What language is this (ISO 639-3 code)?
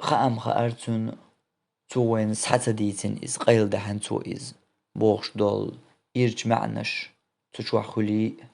che